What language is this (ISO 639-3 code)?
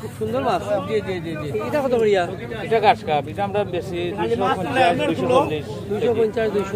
syl